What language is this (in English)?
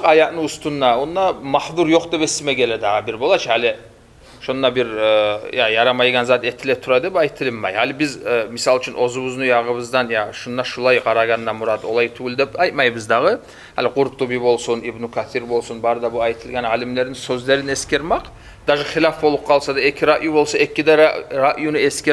Kumyk